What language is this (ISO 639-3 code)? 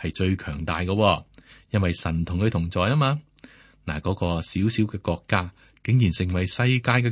yue